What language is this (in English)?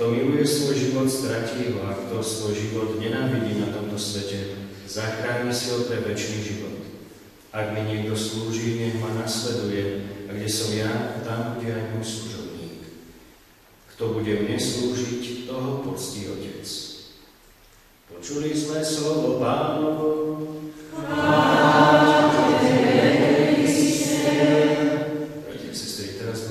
Slovak